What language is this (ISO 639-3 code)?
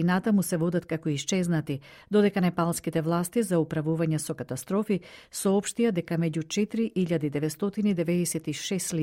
mkd